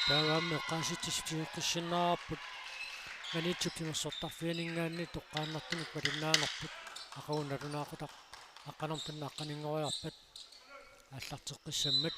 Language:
Kalaallisut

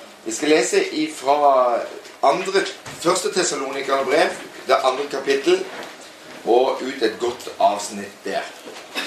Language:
Norwegian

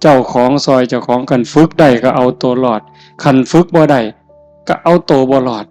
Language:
Northeastern Thai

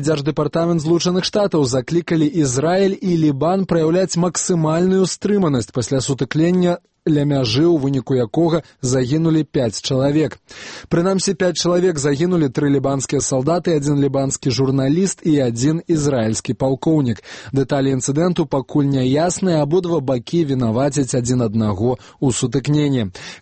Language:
Belarusian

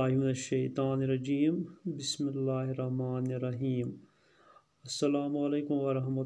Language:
Kashmiri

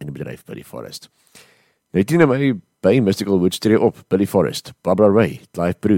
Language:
Afrikaans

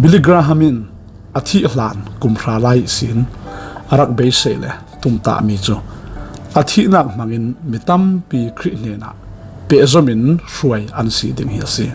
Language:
Falam Chin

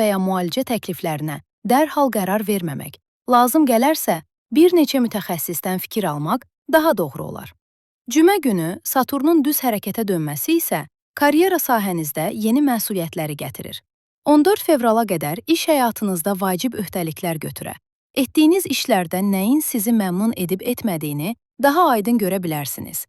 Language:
Azerbaijani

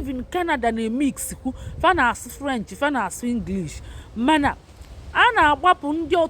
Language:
Igbo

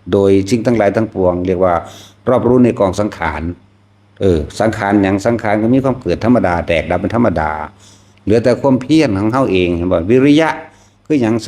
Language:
Northeastern Thai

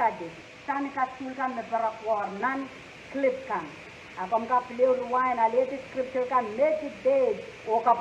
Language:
Pohnpeian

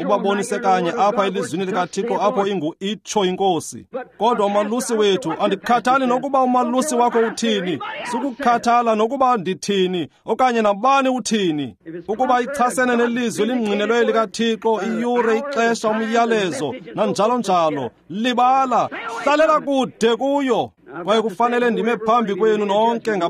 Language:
Xhosa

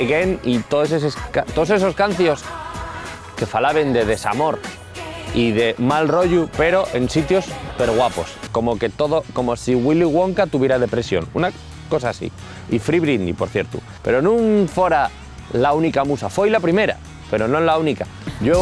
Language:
Asturian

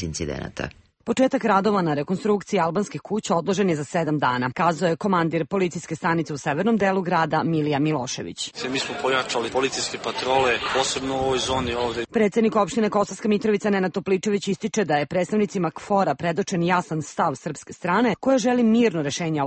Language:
Serbian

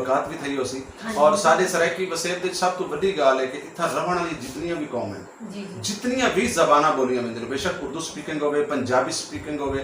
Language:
Saraiki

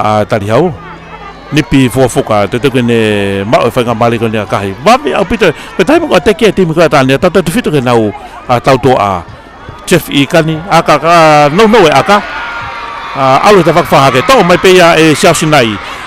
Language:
Tongan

